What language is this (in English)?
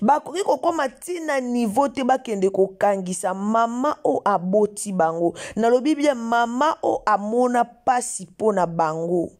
Lingala